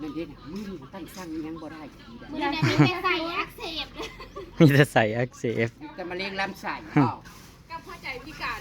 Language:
Northeastern Thai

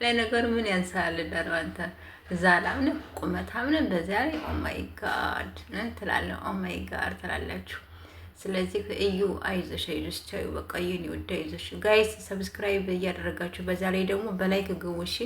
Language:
Amharic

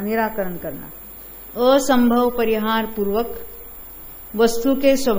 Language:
Hindi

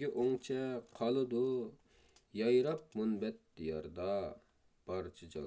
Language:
Uyghur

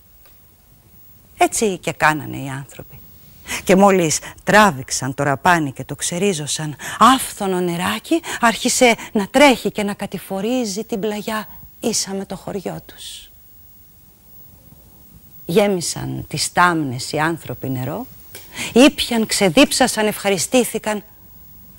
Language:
Greek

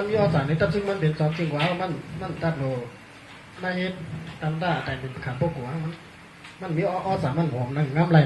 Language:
Shan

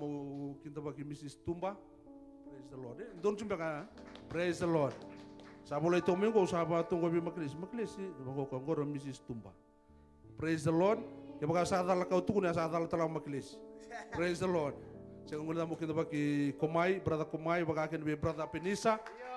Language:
Fijian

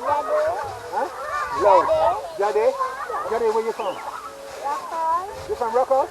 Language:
Jamaican Creole English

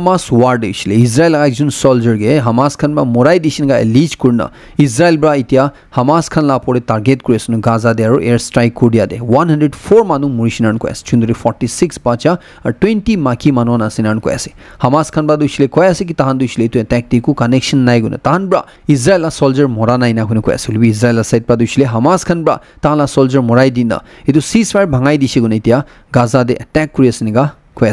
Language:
Naga Pidgin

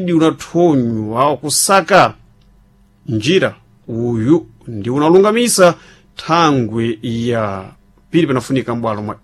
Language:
Sena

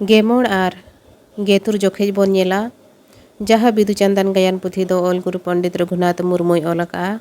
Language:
Santali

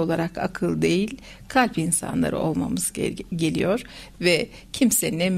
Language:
Turkish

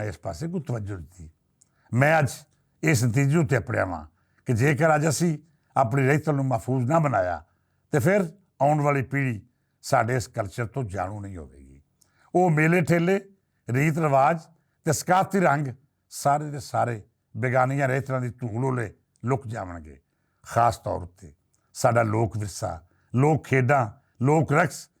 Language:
Western Panjabi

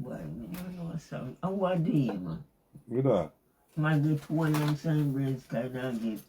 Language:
Jamaican Creole English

